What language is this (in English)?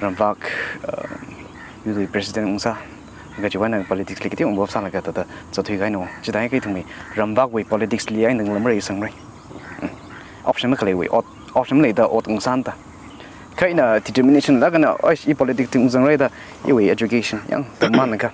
Tangkhul Naga (India)